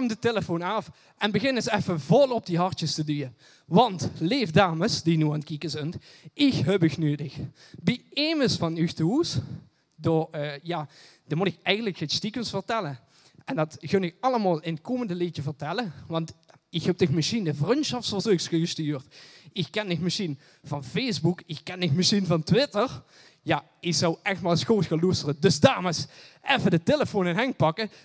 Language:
Limburgish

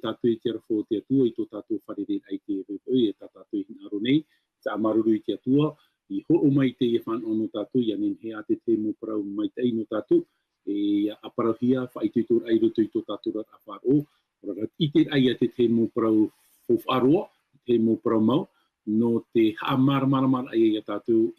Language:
Tahitian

